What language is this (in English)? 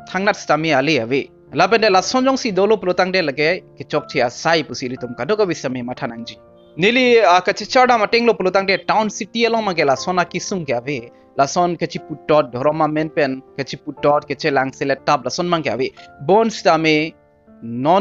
Karbi